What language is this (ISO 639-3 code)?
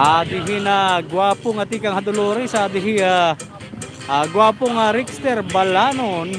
war